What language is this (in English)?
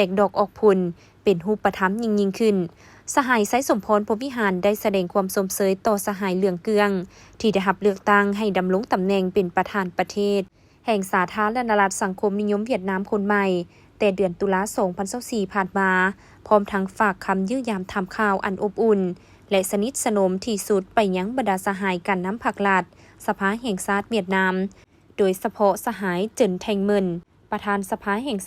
Lao